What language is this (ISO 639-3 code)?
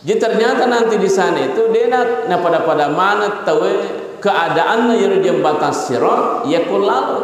bug